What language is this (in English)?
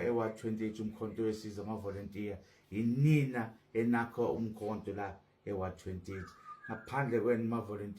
Zulu